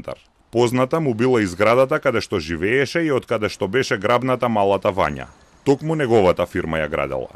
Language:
Macedonian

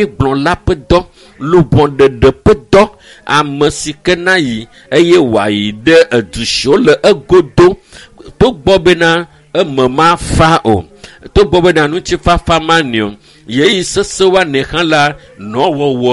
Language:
Ewe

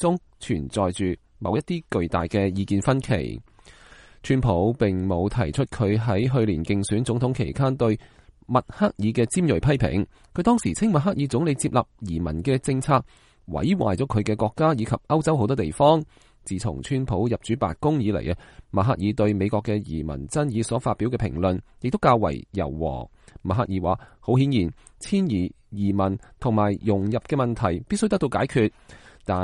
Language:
Cantonese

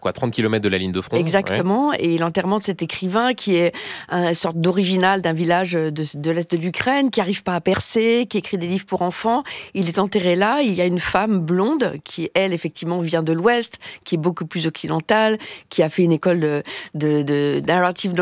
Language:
French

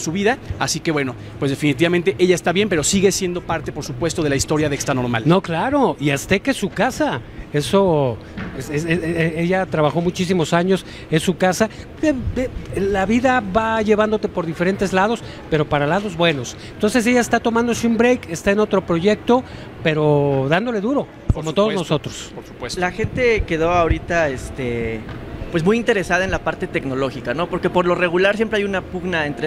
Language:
Spanish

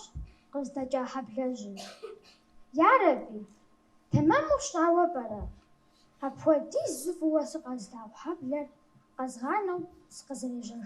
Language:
Kabardian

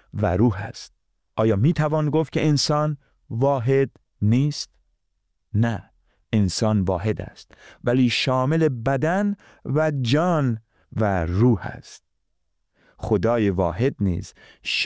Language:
Persian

